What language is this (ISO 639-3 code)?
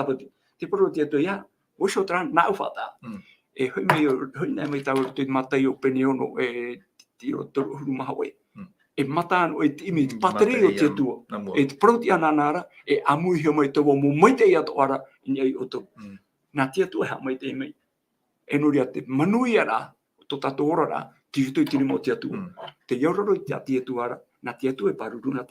tah